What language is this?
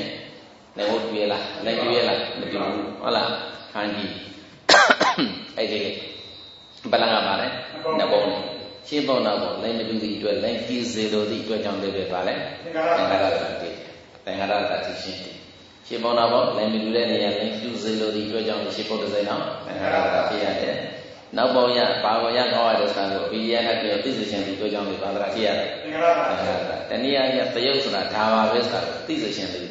Burmese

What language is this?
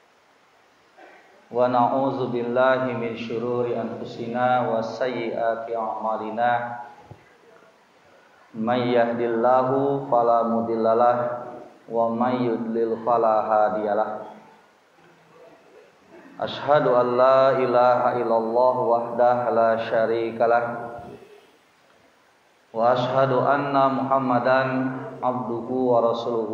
Sundanese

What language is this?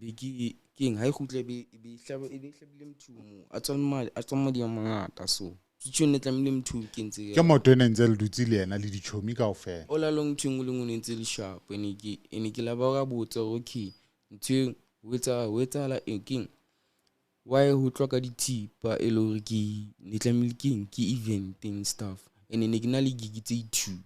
Southern Sotho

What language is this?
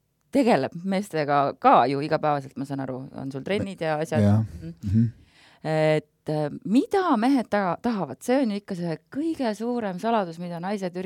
Estonian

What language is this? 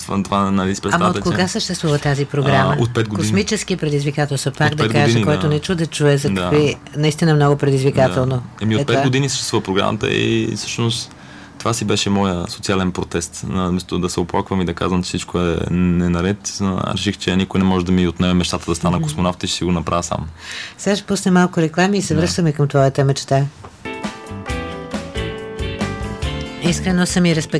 Bulgarian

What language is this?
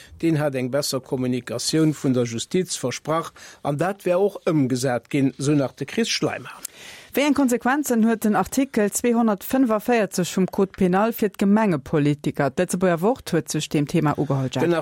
Luxembourgish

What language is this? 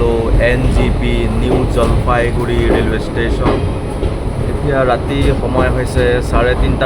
Assamese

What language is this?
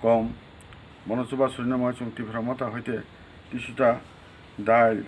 Kok Borok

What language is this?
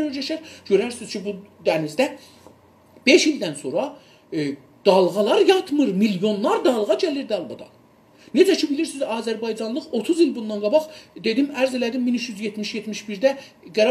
South Azerbaijani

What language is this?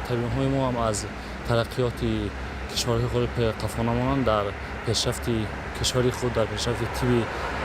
Tajik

